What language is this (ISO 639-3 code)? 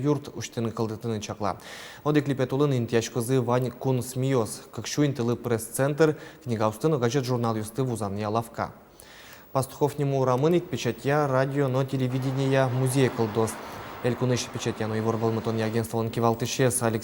udm